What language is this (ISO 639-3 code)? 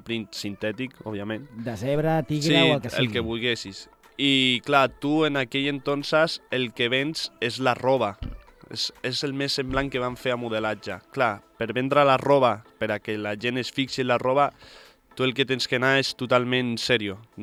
cat